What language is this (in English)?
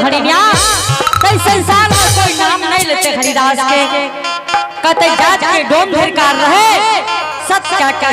Angika